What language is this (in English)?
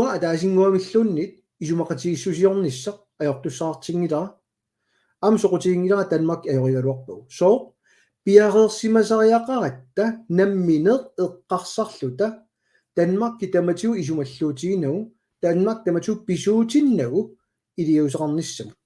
Kalaallisut